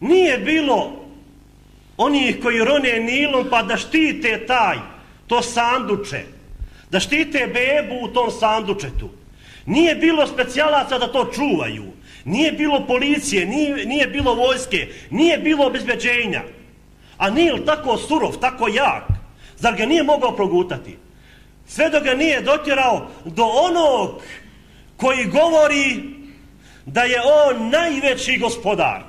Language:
Bosnian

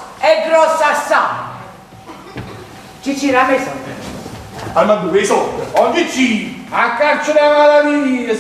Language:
Neapolitan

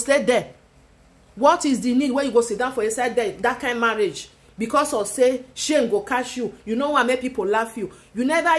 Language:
Nigerian Pidgin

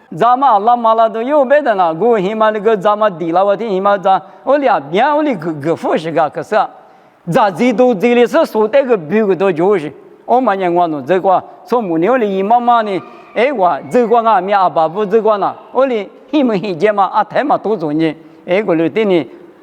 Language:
Lisu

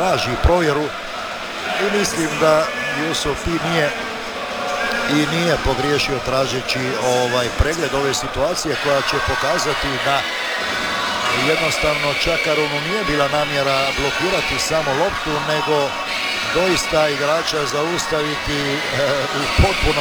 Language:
Croatian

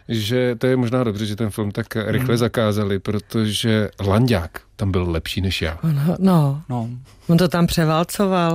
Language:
Czech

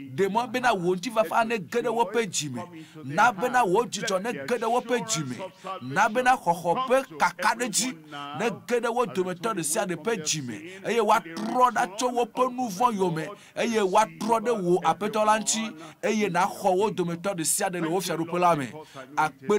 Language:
Ewe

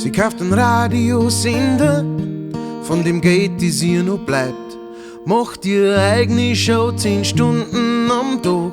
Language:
Bavarian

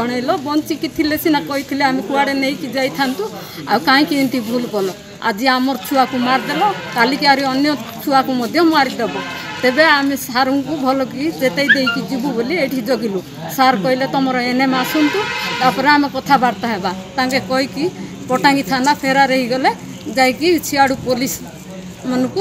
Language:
Odia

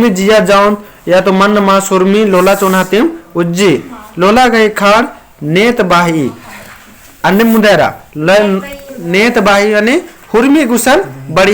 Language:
Kurukh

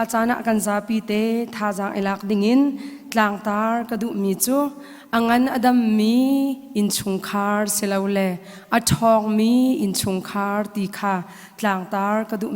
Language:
Hakha Chin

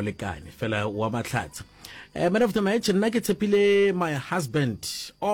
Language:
Northern Sotho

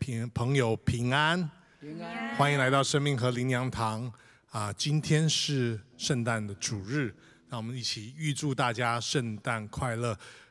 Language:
Chinese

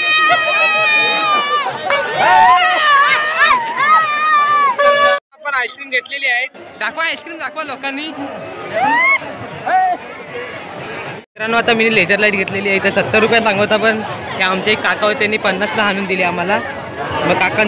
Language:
Marathi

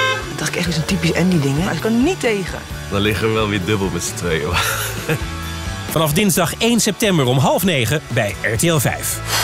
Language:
Dutch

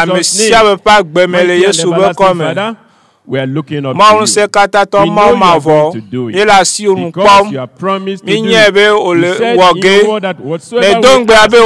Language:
Ewe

